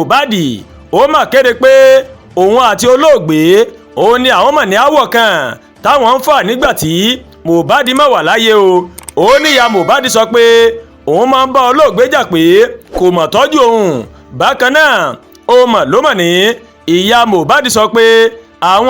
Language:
Yoruba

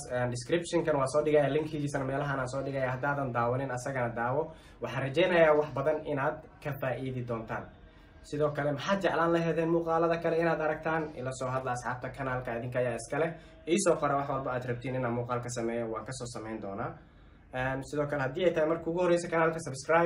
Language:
Somali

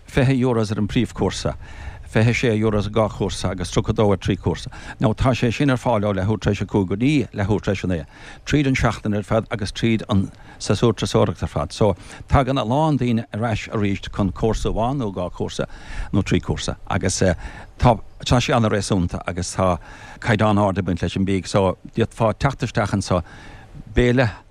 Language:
Irish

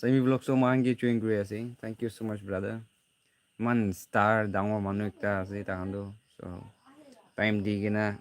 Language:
Naga Pidgin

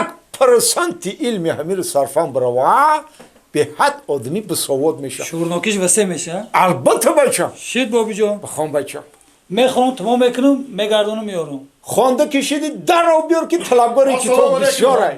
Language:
Tajik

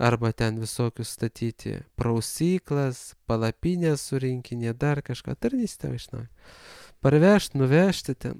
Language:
Lithuanian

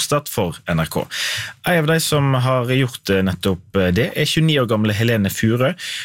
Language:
Norwegian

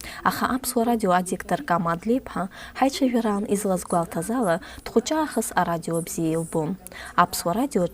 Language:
Abkhazian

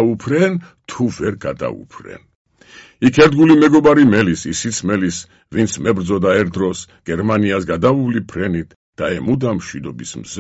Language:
Georgian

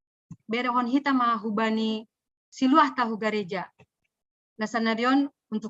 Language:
Batak Simalungun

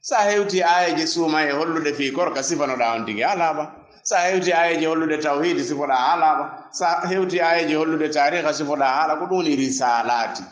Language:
Fula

